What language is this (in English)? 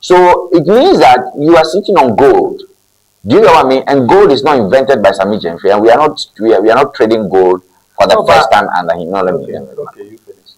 Ewe